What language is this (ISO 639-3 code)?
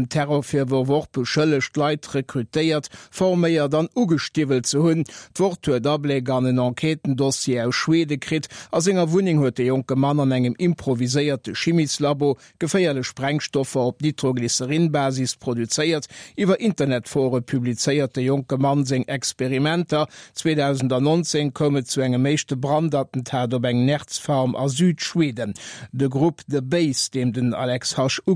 ltz